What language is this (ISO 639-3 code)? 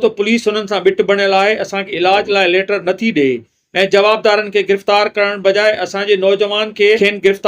snd